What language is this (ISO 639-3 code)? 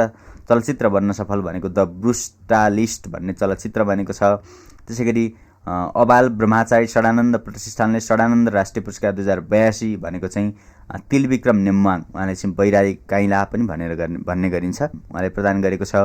nep